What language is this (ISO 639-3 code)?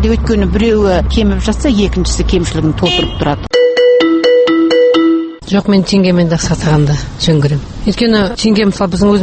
kaz